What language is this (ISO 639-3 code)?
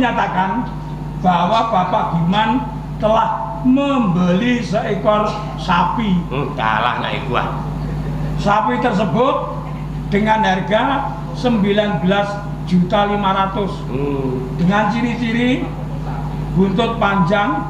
jav